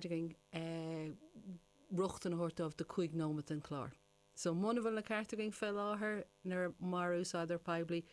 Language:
Irish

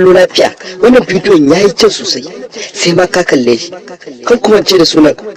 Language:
Hausa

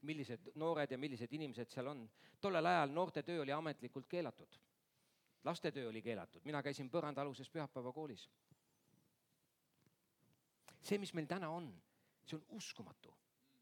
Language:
Estonian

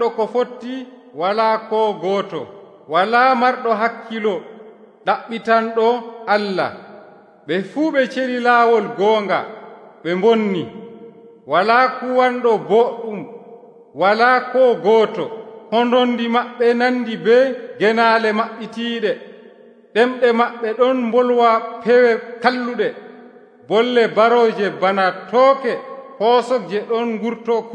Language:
Nigerian Fulfulde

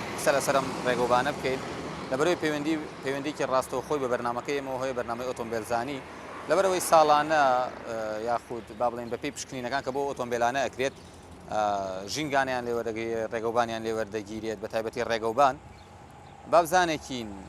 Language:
Central Kurdish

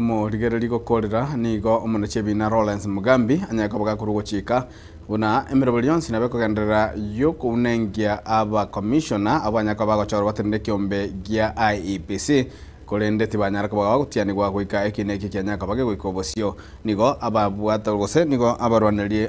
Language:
Gusii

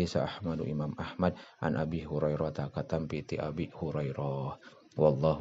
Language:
Sundanese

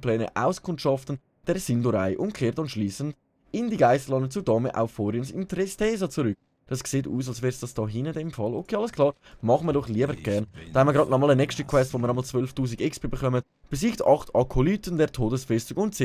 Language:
Swiss German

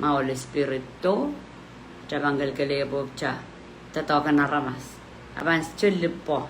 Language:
Pohnpeian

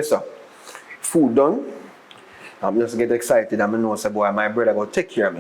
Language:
Jamaican Creole English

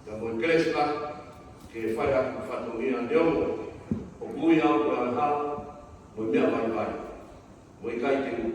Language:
Tongan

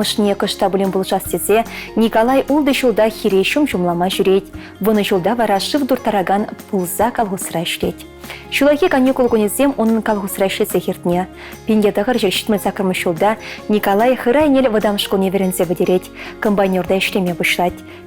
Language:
Chuvash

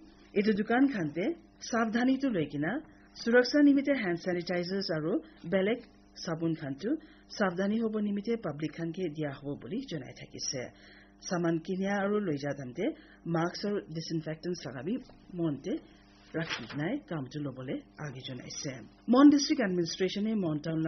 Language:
Naga Pidgin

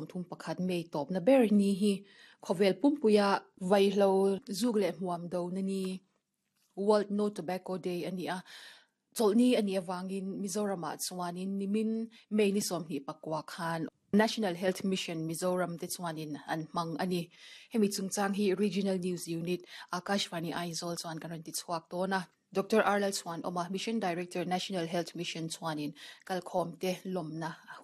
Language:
Mizo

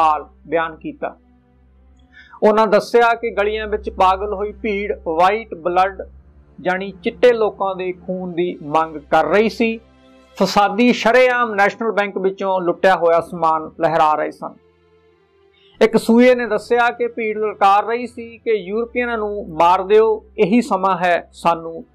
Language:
Punjabi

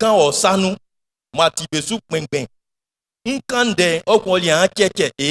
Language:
Baoulé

